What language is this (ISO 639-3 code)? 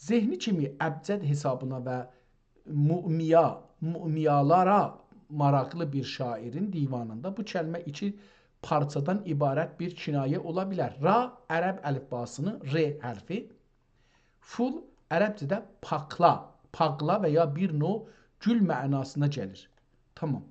azb